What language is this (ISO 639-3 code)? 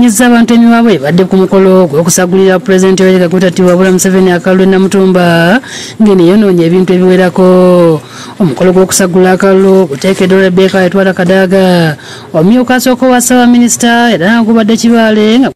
lug